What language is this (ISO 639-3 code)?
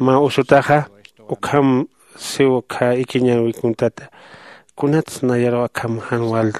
aym